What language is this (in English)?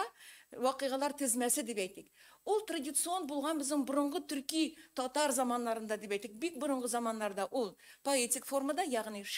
Tatar